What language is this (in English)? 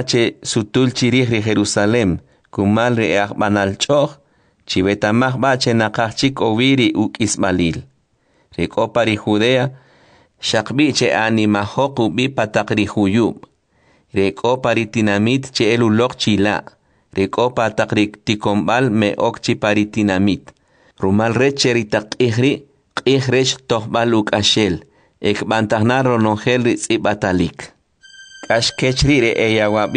Kʼicheʼ